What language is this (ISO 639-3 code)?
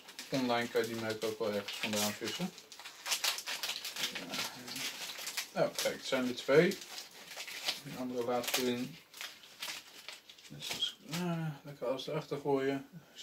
nld